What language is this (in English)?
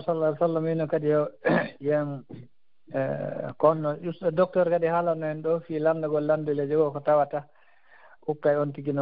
Fula